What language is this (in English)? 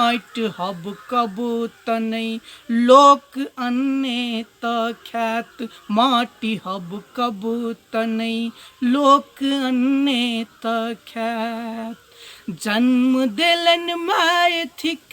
Maithili